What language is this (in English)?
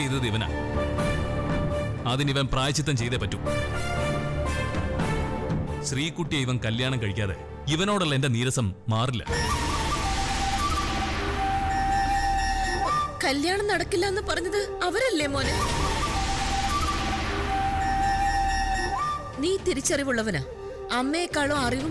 Malayalam